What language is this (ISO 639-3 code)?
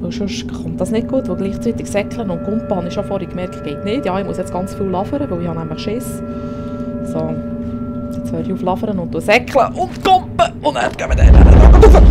gsw